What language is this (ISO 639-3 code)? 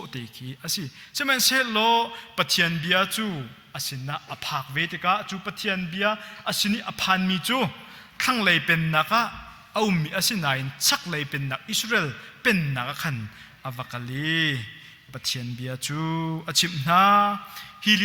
cnh